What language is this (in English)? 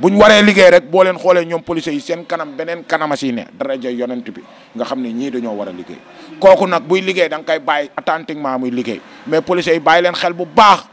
Wolof